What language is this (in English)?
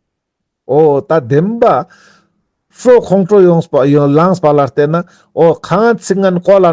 Ladakhi